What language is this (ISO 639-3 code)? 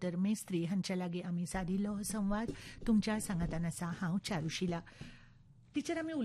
kok